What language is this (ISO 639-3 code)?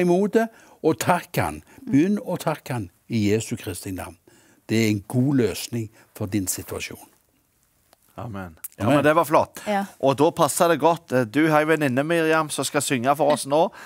nor